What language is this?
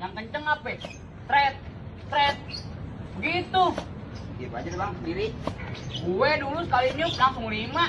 Betawi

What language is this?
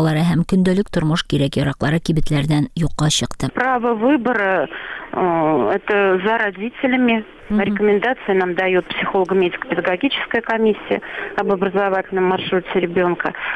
Tatar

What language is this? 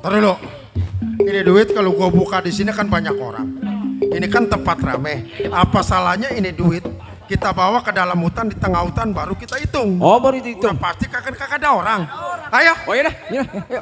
Betawi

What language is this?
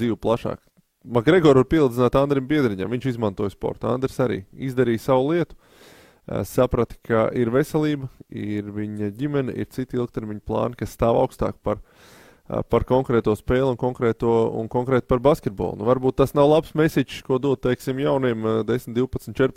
Latvian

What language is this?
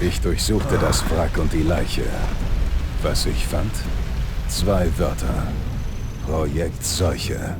Bavarian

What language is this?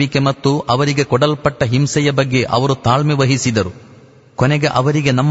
Kannada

